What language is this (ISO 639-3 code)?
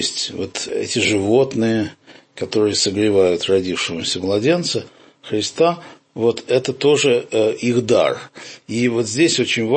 rus